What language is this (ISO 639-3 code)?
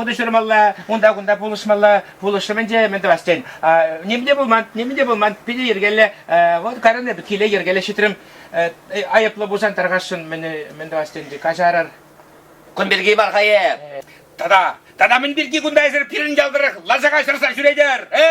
chv